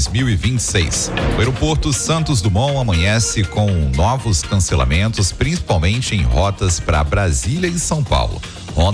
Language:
Portuguese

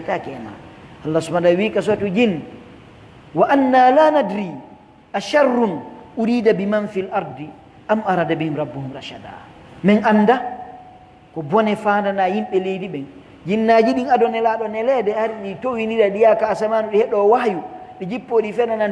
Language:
Pular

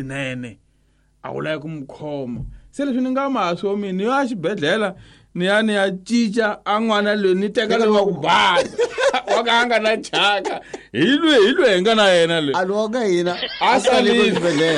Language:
Tsonga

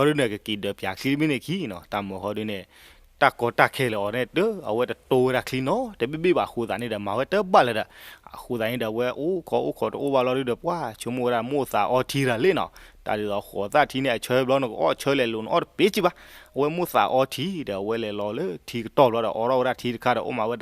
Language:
S'gaw Karen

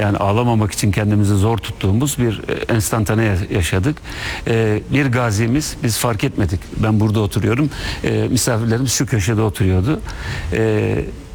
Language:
Turkish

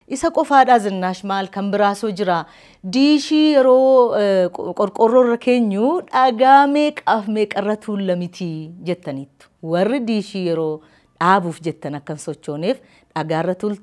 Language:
Oromo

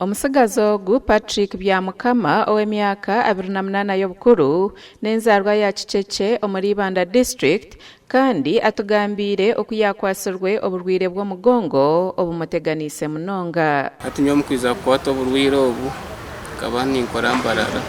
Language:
Nyankole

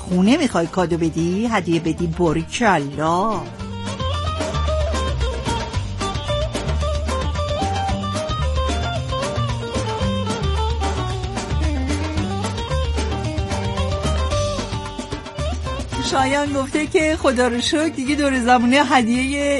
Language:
Persian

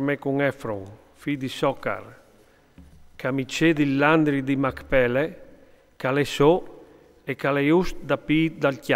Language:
Friulian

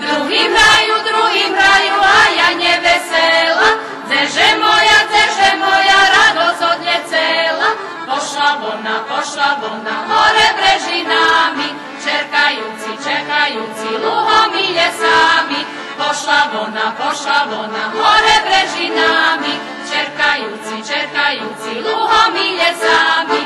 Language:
Rusyn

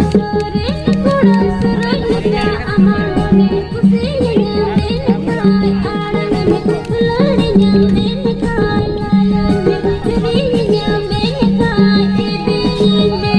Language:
Santali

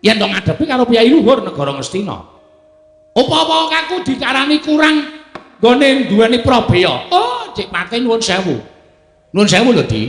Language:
Javanese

